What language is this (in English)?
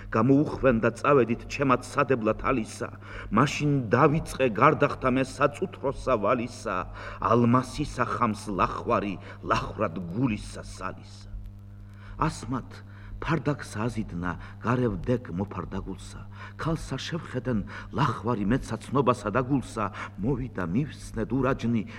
Georgian